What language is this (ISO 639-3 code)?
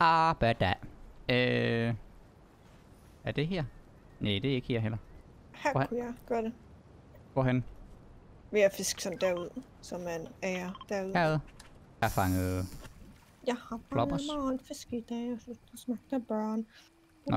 dan